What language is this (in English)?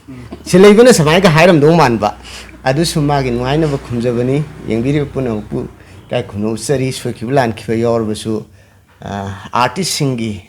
Manipuri